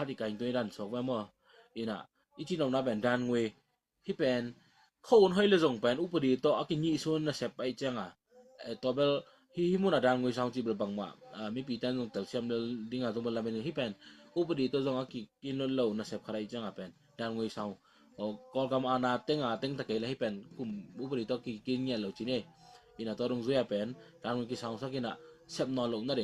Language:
Tedim Chin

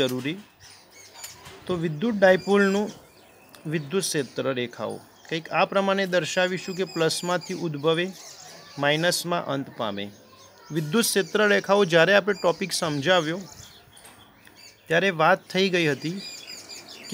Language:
Gujarati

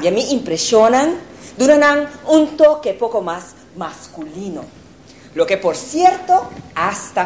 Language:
Papiamento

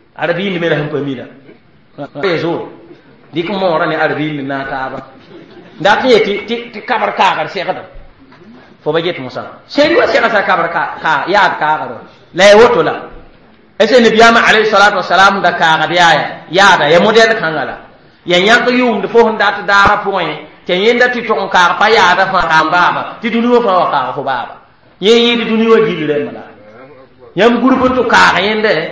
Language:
Mossi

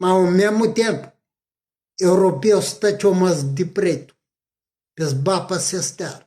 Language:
Kabuverdianu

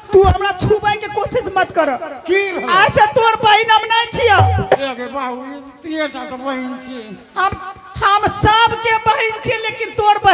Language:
Angika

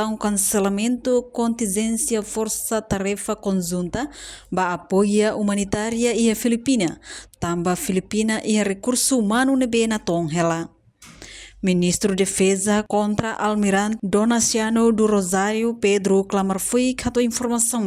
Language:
Tetum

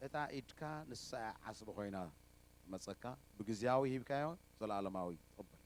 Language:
Tigrinya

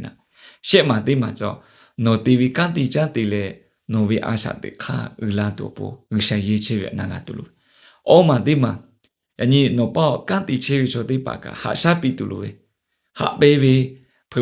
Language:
Lahu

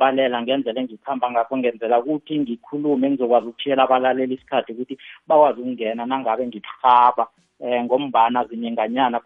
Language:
South Ndebele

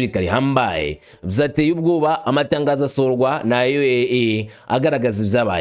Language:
Kinyarwanda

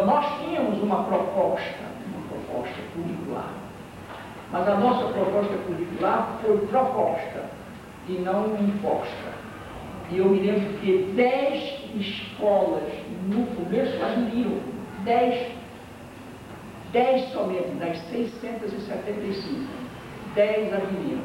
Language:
Portuguese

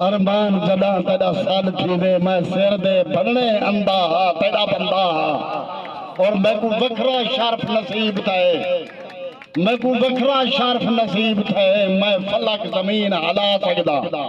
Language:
Saraiki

